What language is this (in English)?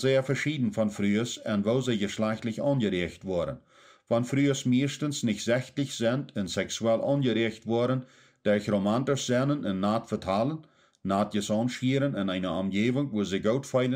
Plautdietsch